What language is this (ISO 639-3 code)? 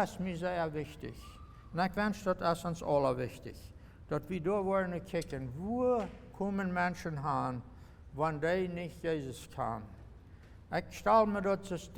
pdt